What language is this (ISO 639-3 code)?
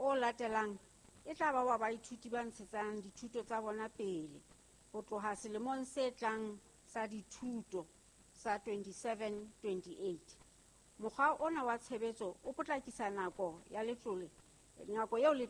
sot